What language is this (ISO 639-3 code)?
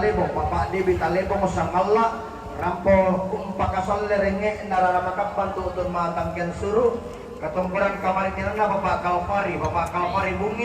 sda